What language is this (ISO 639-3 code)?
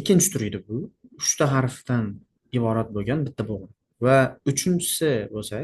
uzb